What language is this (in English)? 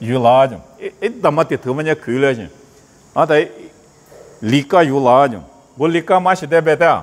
Lisu